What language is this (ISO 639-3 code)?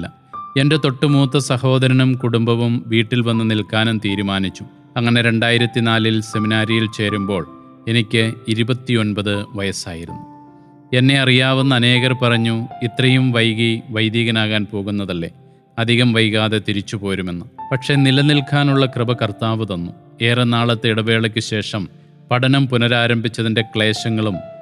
mal